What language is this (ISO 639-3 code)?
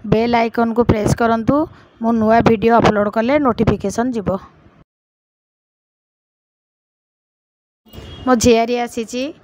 ori